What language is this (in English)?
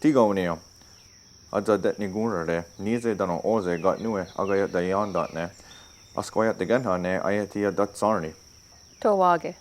Mohawk